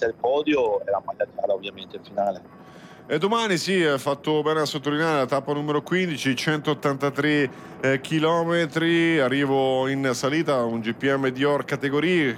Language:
Italian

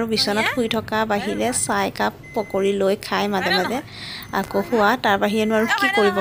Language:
Assamese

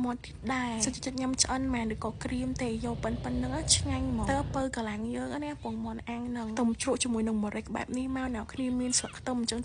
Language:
Khmer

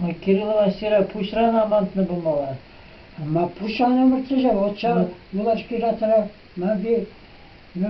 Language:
Chuvash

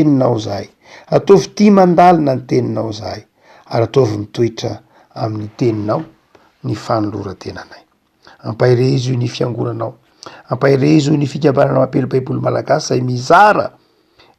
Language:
Malagasy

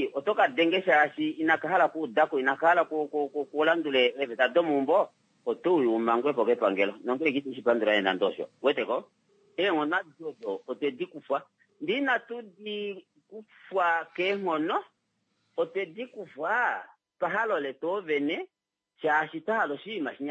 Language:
Kuanyama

